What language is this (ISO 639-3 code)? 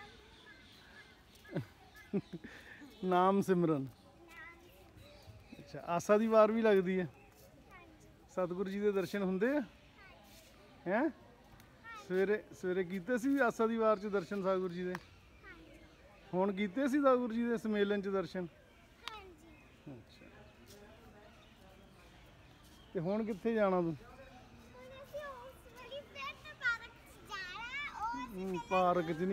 pan